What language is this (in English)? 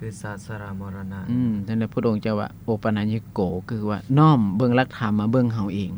Lao